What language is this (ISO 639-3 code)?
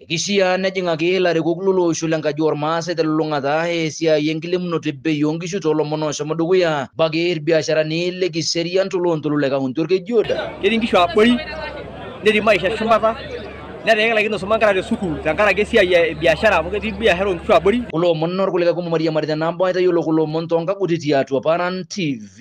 mas